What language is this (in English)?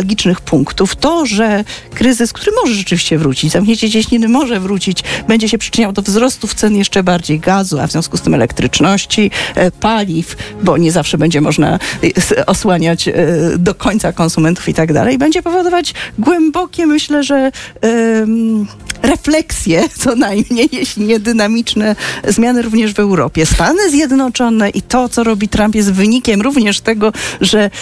Polish